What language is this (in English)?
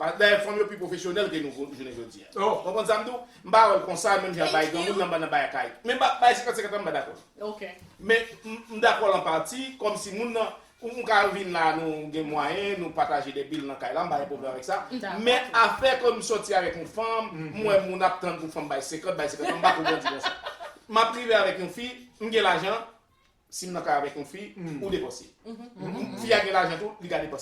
Haitian Creole